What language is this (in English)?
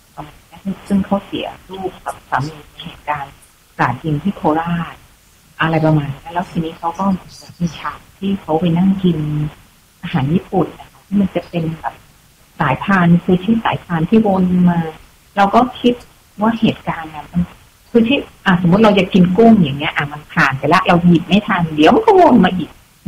Thai